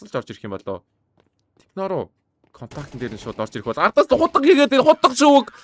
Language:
Mongolian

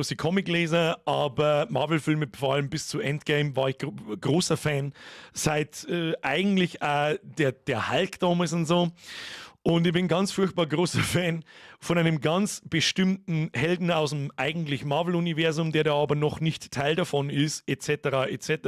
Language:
Bavarian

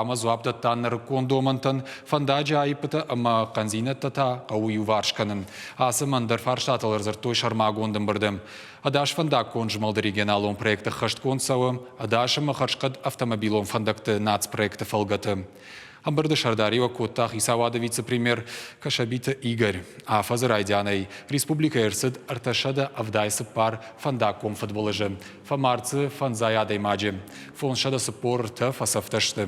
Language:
Ossetic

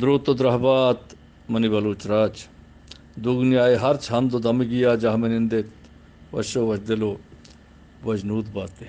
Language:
Eastern Balochi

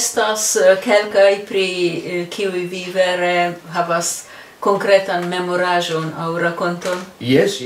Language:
Esperanto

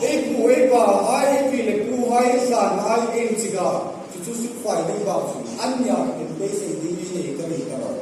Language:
Hmar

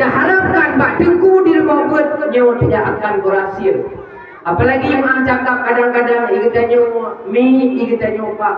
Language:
Achinese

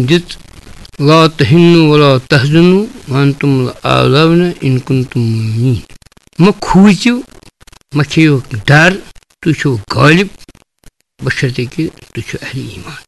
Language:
Kashmiri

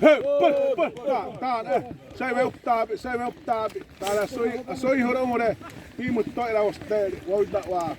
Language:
Xavánte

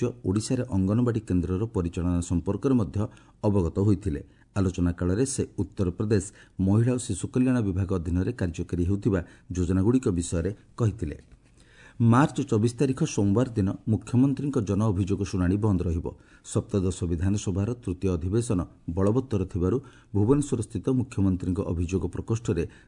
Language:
Odia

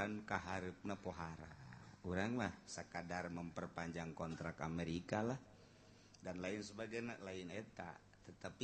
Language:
Sundanese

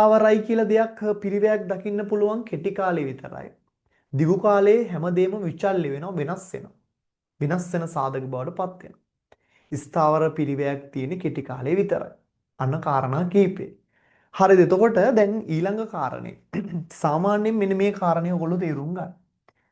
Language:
Sinhala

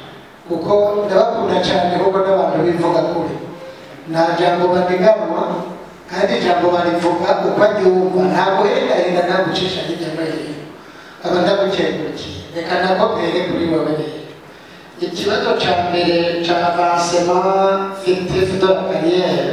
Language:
Rundi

